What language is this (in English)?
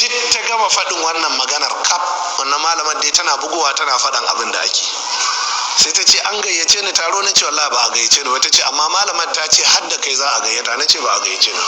Hausa